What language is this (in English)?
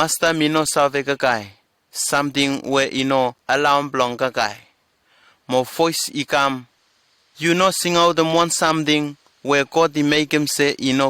Bislama